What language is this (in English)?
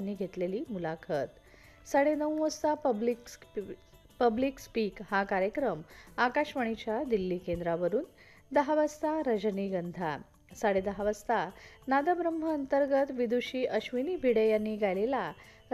Marathi